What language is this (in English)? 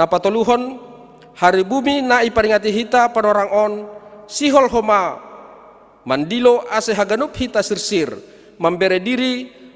Batak Simalungun